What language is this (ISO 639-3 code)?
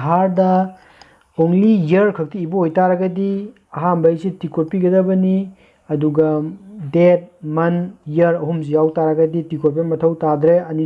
mni